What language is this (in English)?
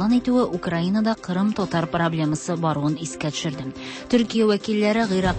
Tatar